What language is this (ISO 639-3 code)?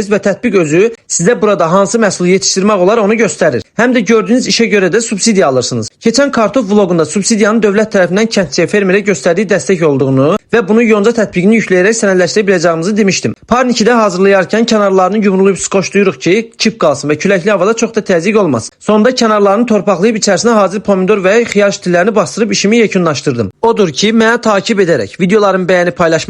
aze